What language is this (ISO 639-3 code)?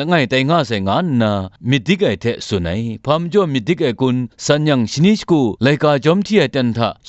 kac